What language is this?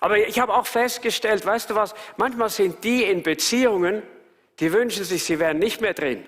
Swiss German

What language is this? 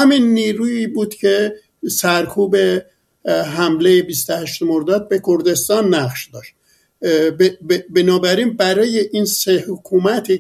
Persian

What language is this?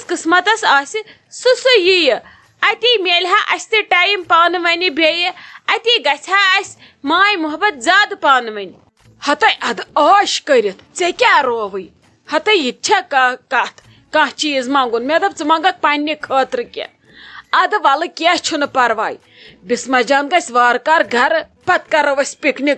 Kashmiri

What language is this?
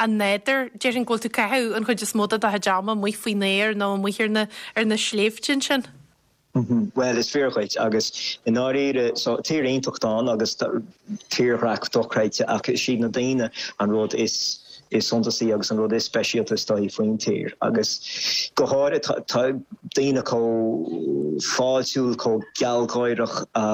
Irish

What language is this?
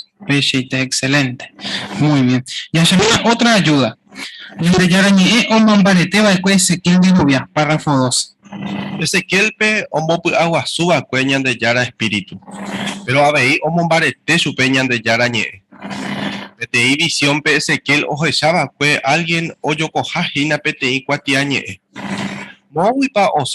Guarani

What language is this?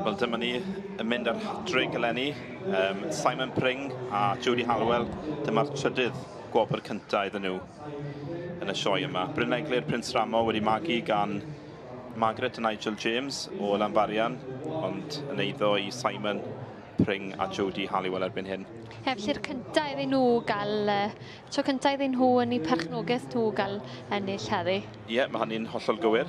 Welsh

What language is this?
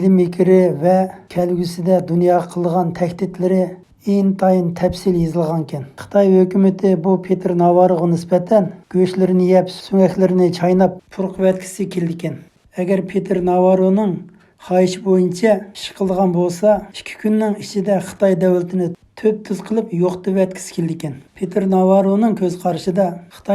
Uyghur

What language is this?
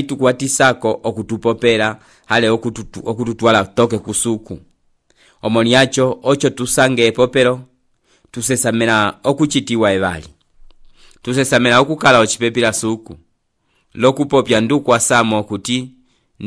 Umbundu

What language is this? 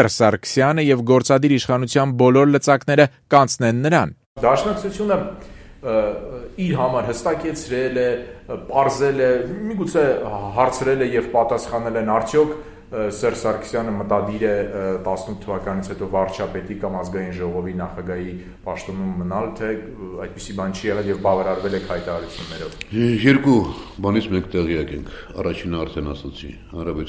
Armenian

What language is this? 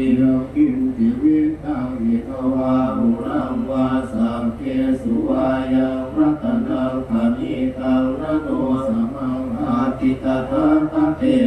Pali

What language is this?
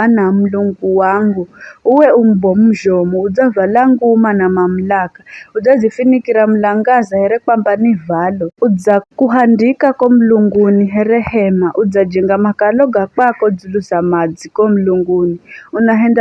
Giryama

